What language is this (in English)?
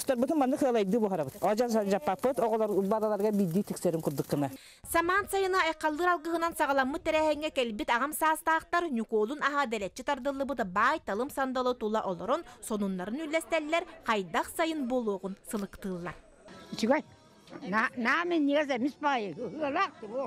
Yakut